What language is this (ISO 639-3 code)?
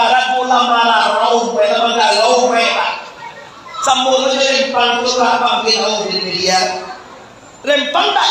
min